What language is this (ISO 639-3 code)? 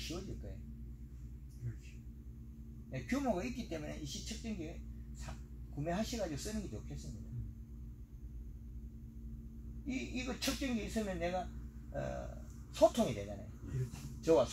kor